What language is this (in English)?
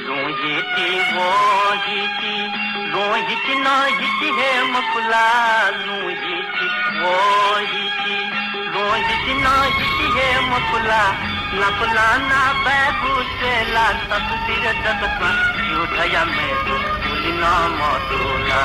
Newari